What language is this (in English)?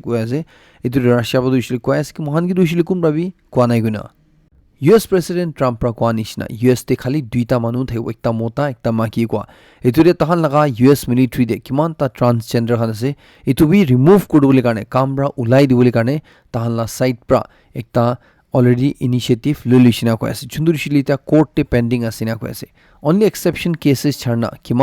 Naga Pidgin